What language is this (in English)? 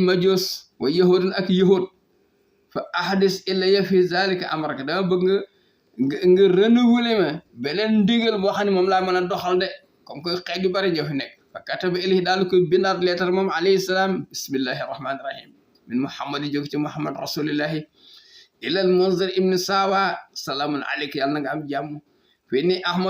Wolof